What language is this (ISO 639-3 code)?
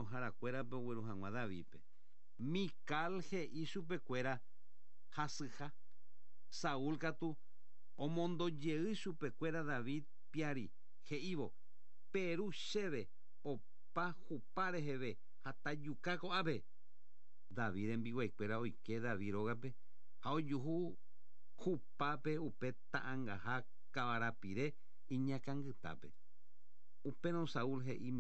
grn